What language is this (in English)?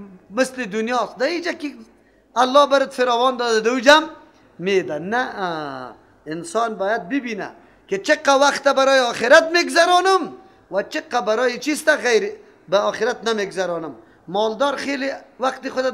Persian